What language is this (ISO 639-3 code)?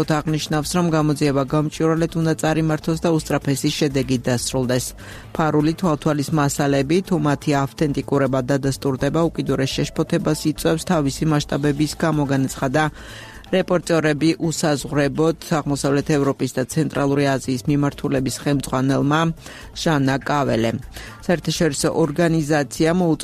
kat